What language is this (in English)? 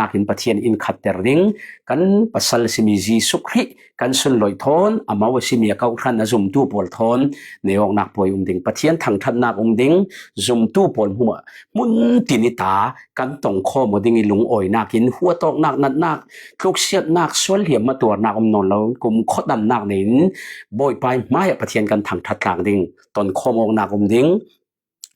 Falam Chin